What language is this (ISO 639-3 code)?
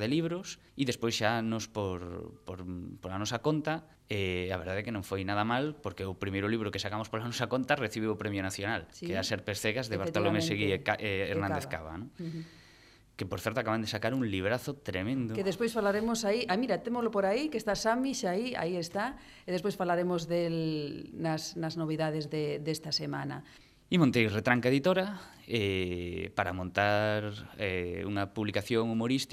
glg